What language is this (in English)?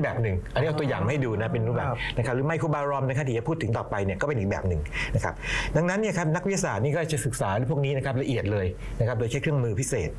Thai